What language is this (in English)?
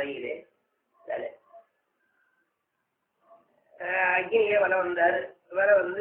Tamil